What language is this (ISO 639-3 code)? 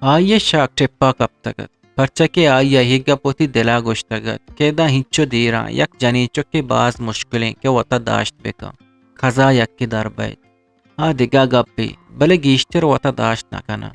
bgp